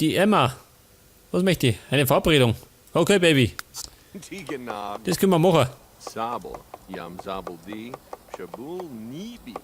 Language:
Bavarian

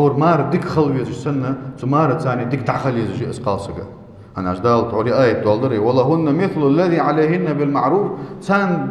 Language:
Ingush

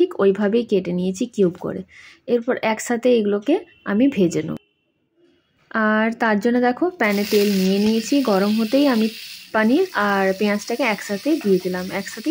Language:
Bangla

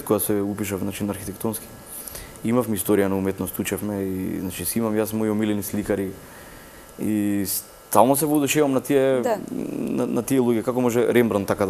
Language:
Macedonian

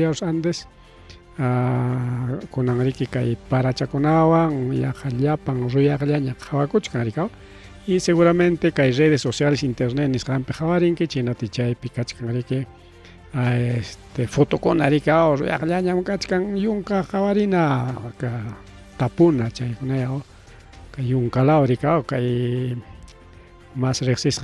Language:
Ayacucho Quechua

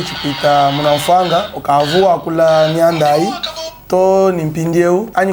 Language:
Luba-Lulua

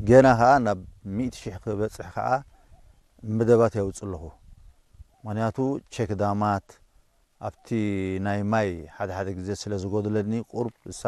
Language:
Tigrinya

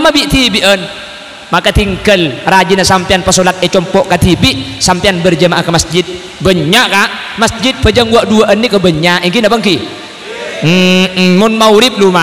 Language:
Madurese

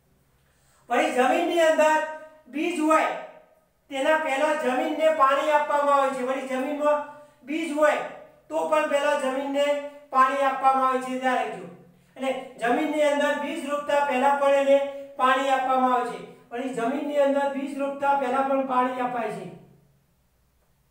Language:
Gujarati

